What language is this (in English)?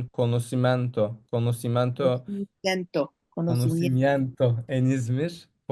Ladino